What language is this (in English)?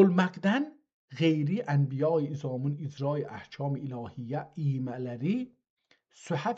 South Azerbaijani